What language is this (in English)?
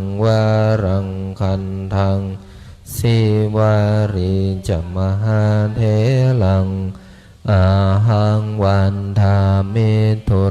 Pali